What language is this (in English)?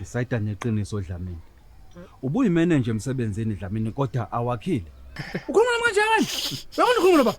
Zulu